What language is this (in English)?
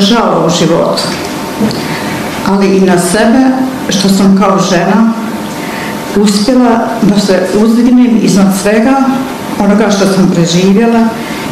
Bosnian